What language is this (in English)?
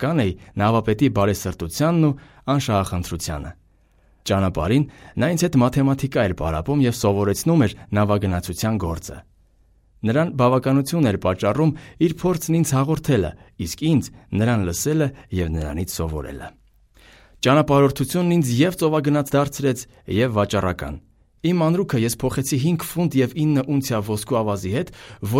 Armenian